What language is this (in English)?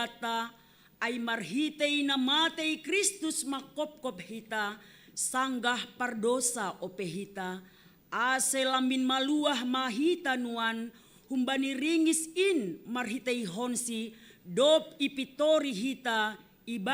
Batak Simalungun